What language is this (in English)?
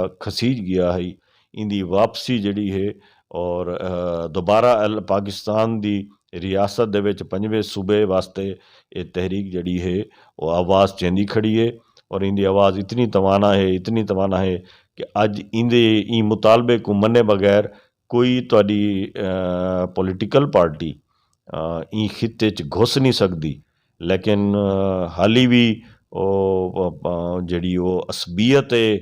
Saraiki